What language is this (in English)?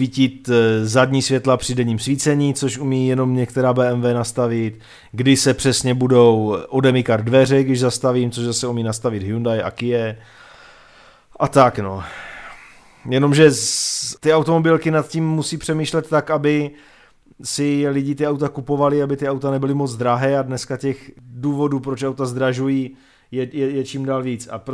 Czech